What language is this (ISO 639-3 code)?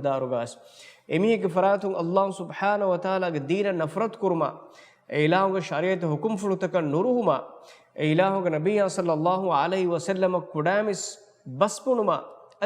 div